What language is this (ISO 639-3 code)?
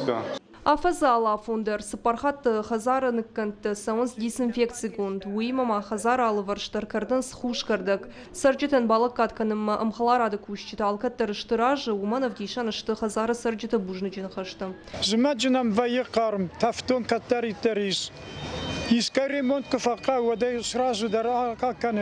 oss